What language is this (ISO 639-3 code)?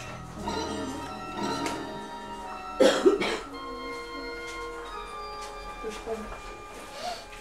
fra